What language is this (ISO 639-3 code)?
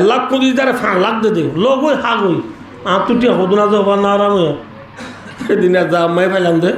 rhg